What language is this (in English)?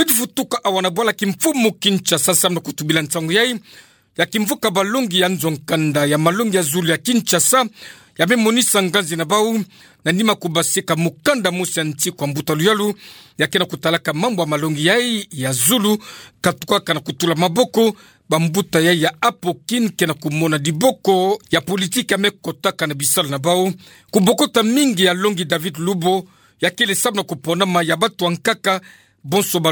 Kituba (Democratic Republic of Congo)